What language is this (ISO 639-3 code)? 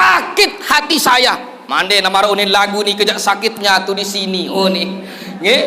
sas